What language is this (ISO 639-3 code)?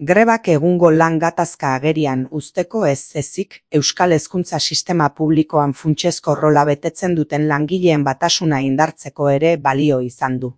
eus